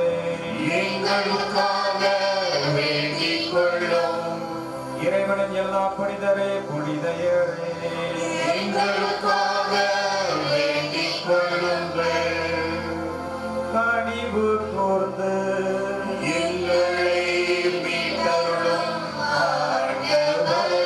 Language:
Tamil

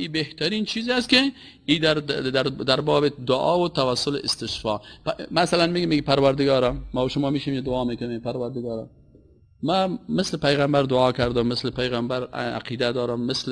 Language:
Persian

